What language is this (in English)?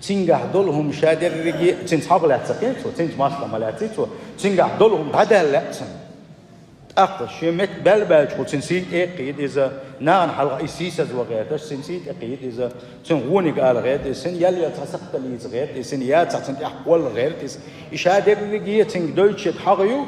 Chechen